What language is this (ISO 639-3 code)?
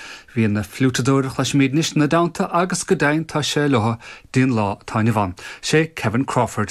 gle